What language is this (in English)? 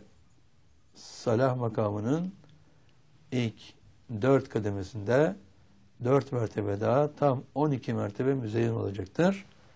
Turkish